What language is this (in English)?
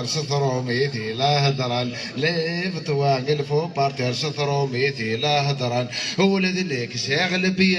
Kabyle